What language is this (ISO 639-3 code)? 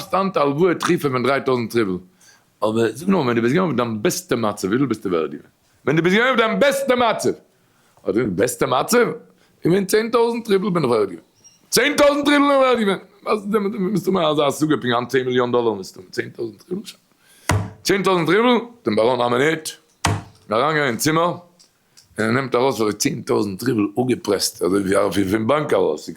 yid